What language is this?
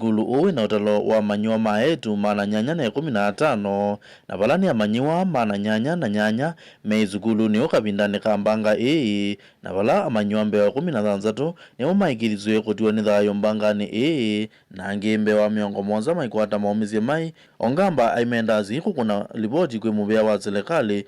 Kamba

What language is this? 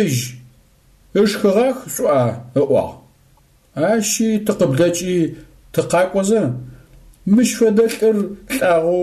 Adyghe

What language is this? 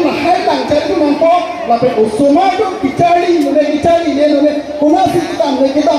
Karbi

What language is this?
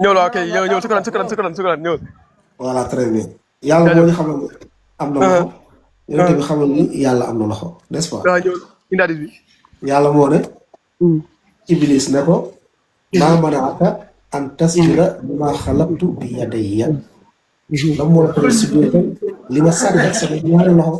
Wolof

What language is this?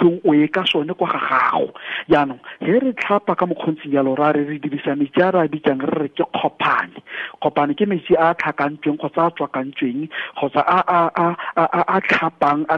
Tswana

